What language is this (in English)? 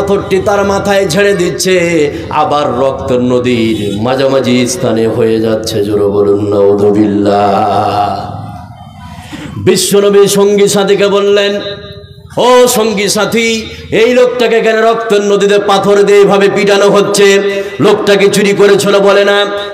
Bangla